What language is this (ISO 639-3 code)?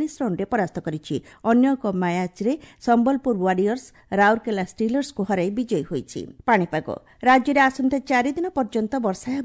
ori